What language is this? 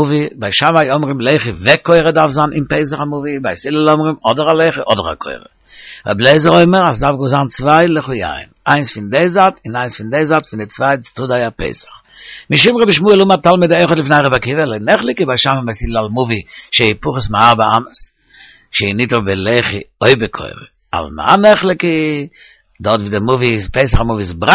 Yiddish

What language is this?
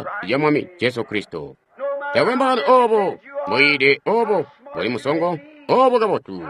Tonga (Zambia)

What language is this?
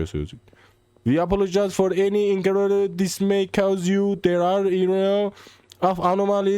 South Azerbaijani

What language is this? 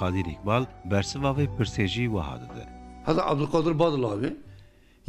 Kurdish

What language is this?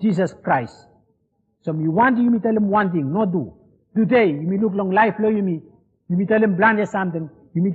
Bislama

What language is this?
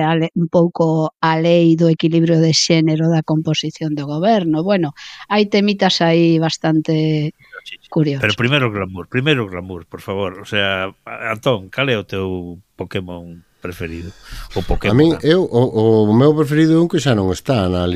Galician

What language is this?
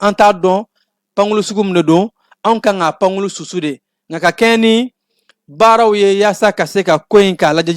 Bambara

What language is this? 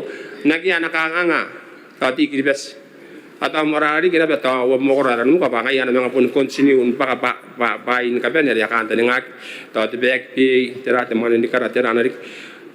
Gilbertese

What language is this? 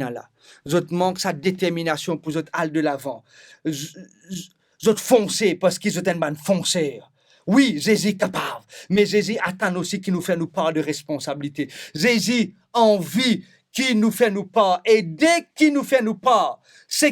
Morisyen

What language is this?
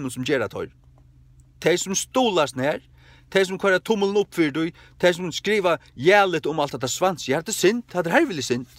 Faroese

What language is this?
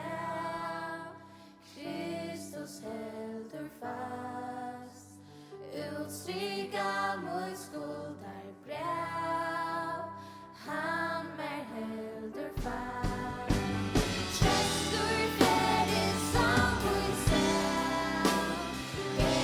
Faroese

